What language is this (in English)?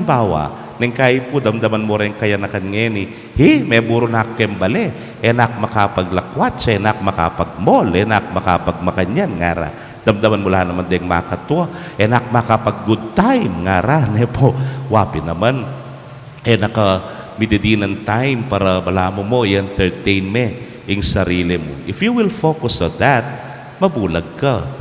Pampanga